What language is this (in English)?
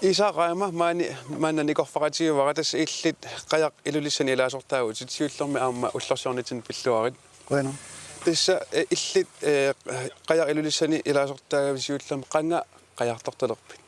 Kalaallisut